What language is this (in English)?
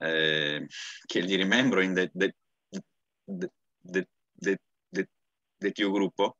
Esperanto